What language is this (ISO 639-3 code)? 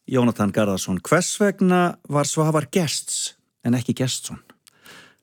isl